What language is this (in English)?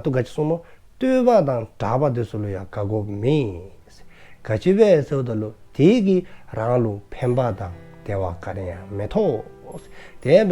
Dzongkha